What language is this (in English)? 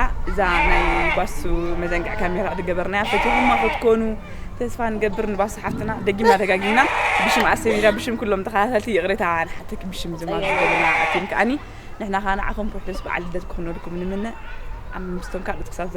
Tigrinya